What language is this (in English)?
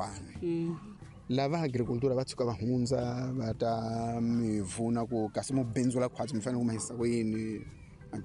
Tsonga